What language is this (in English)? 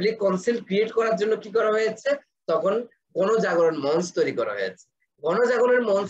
Bangla